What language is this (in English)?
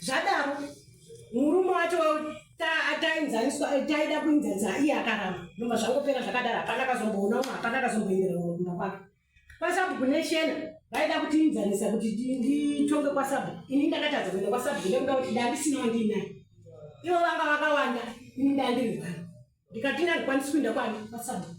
Shona